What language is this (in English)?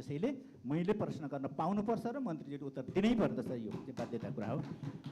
Nepali